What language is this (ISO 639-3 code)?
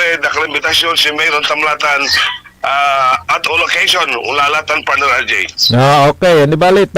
pag